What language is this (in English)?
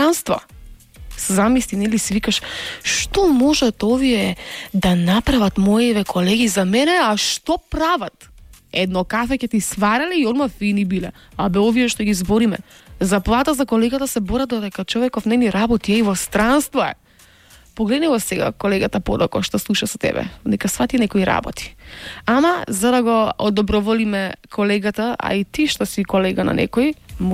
Macedonian